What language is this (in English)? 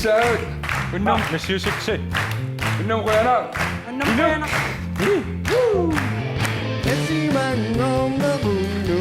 Kalaallisut